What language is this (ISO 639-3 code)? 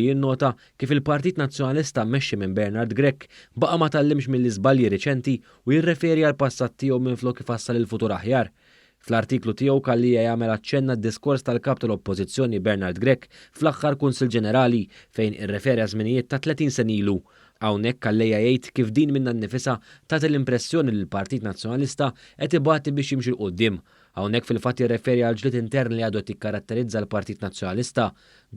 mlt